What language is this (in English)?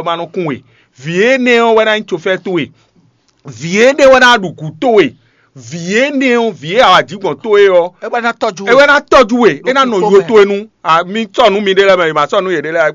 Fon